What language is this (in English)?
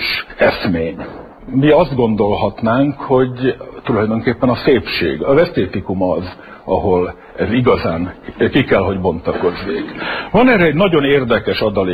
Hungarian